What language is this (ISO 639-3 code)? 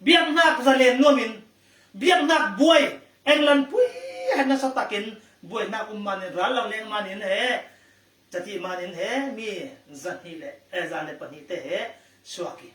cfm